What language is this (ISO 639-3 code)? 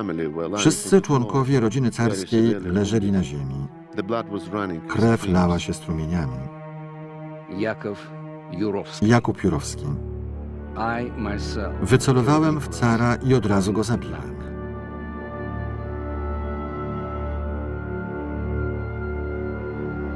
pol